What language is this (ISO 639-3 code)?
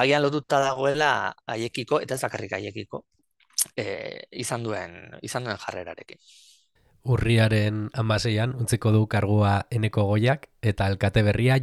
eus